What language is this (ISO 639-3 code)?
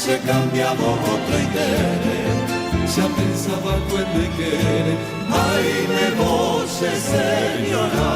grn